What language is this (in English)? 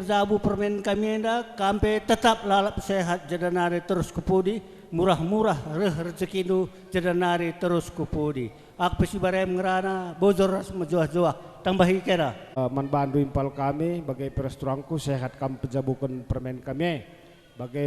Batak Karo